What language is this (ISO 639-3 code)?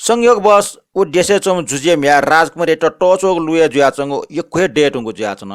new